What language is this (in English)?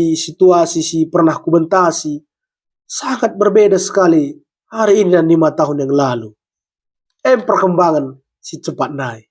Batak Karo